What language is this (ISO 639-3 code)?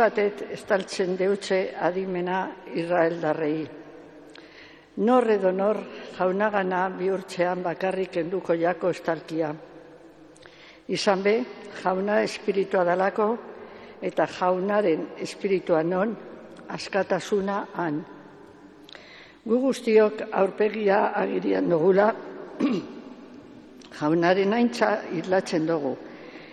eus